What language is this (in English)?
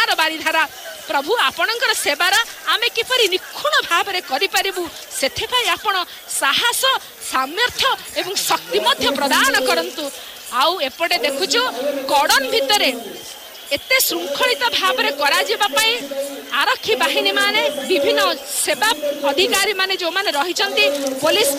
Odia